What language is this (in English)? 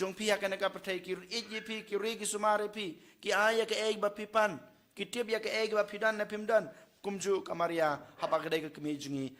Khasi